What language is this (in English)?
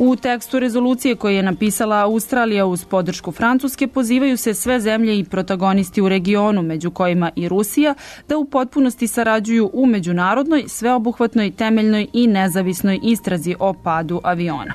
Serbian